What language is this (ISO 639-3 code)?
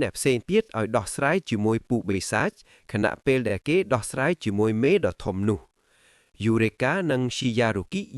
khm